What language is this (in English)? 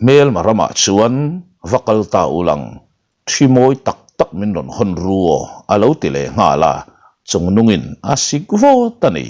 Mizo